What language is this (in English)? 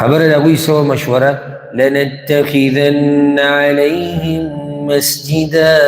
Pashto